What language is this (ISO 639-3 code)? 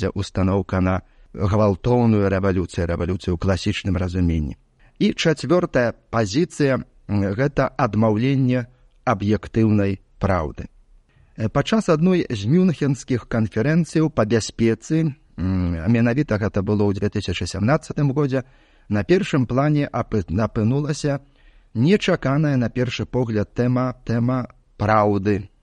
bel